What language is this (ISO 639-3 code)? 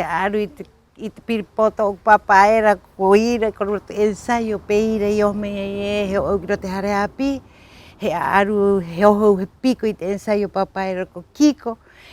rap